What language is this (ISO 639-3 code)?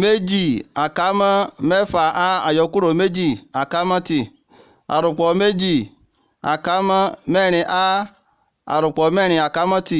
yor